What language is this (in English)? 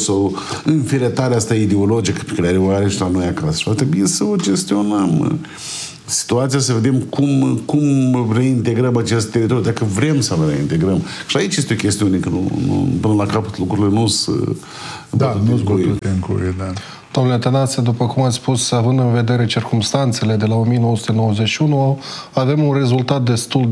Romanian